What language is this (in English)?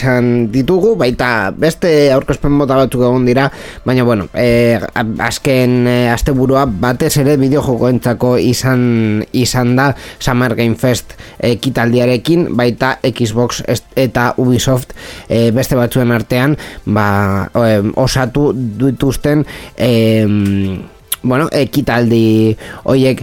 Basque